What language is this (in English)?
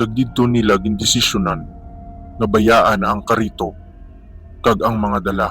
Hiligaynon